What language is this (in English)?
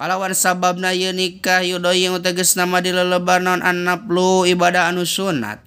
Sundanese